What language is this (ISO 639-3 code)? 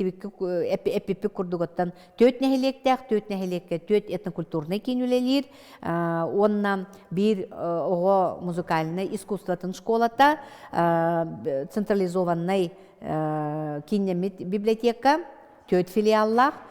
sah